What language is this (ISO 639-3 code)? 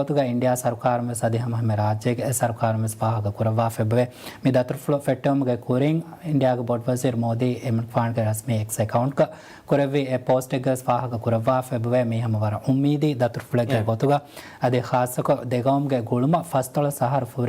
div